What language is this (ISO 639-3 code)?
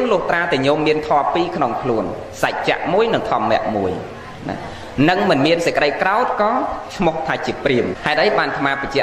khm